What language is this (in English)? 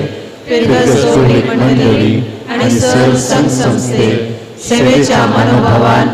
Konkani